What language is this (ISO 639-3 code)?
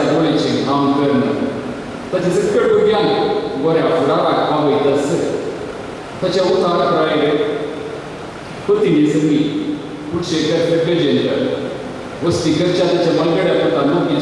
kok